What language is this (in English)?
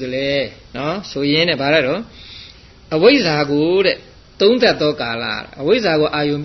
Burmese